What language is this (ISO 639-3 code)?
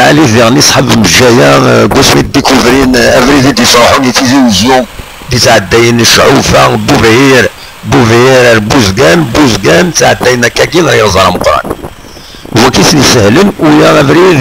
kab